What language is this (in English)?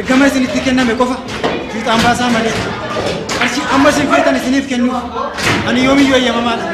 Oromo